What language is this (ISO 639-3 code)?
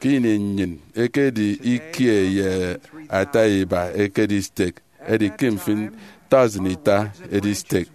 efi